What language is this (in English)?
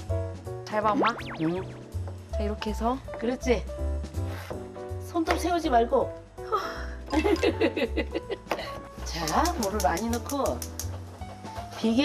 Korean